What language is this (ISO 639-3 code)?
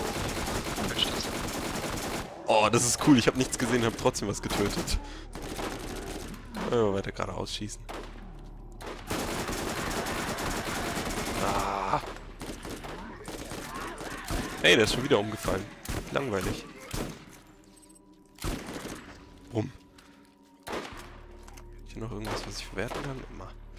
deu